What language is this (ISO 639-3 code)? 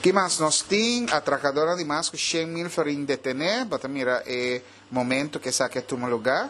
pap